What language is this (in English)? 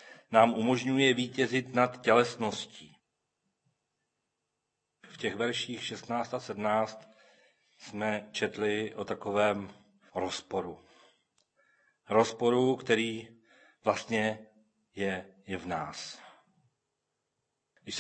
Czech